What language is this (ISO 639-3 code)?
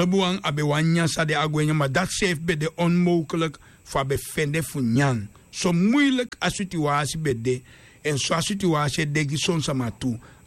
srn